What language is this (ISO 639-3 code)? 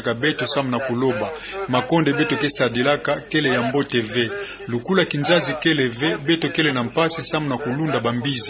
ktu